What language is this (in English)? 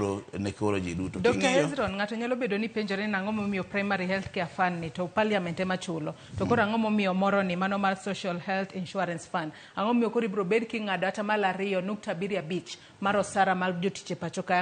Luo (Kenya and Tanzania)